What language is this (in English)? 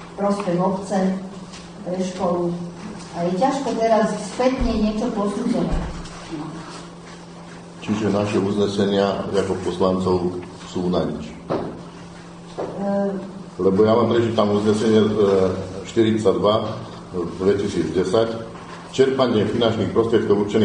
Slovak